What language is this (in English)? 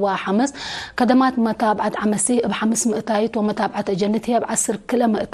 Tigre